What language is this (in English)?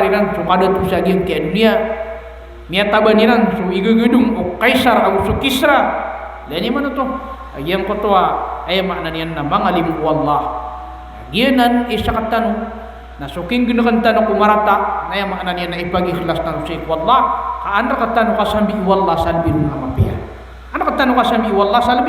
Maranao